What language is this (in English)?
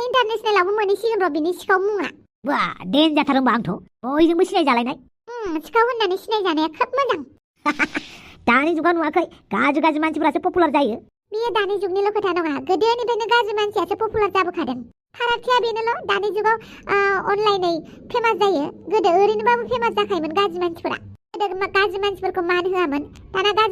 Bodo